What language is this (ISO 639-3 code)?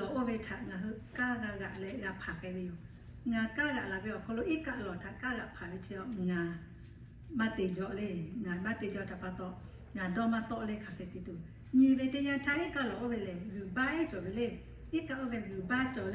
lhu